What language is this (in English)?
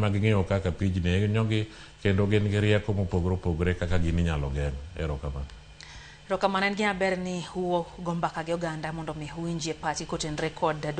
Luo (Kenya and Tanzania)